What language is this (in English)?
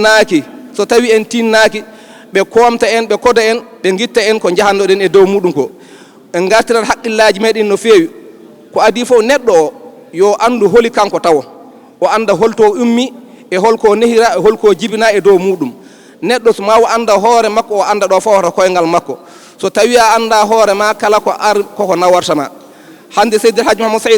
Fula